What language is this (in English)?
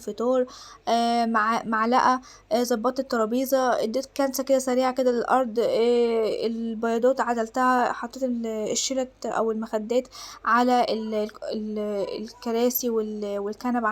Egyptian Arabic